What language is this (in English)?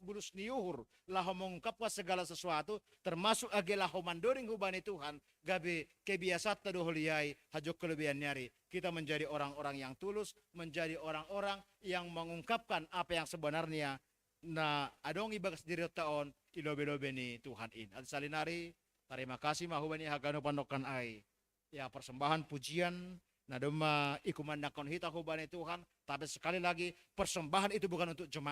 Batak Simalungun